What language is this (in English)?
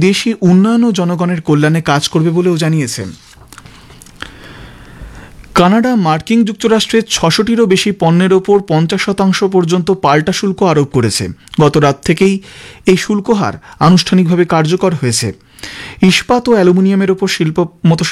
Bangla